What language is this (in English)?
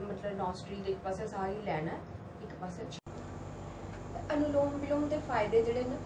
Dogri